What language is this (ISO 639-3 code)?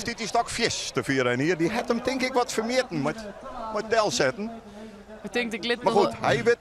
fry